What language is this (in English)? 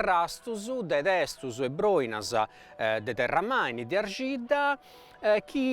Sardinian